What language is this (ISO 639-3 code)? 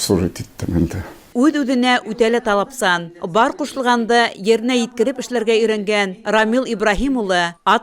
bak